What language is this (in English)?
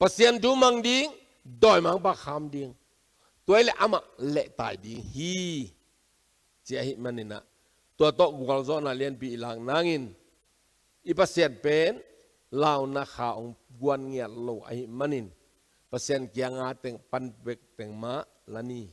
Tedim Chin